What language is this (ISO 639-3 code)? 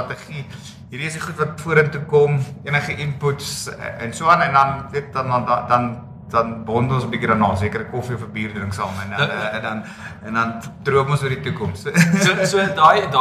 afr